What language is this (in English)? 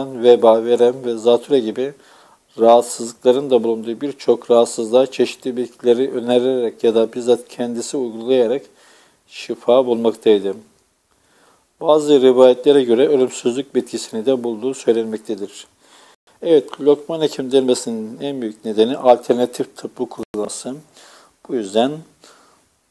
Turkish